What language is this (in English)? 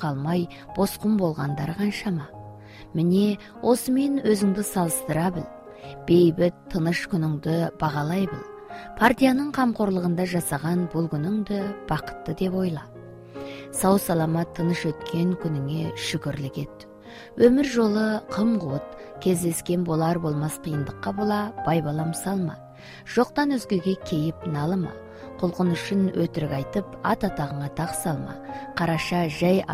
Kazakh